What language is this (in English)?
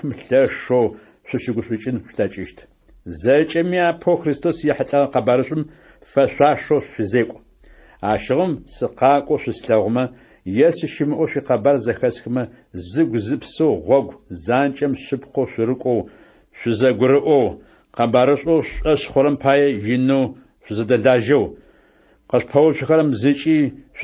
Adyghe